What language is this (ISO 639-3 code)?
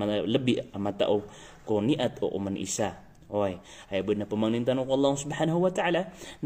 mrw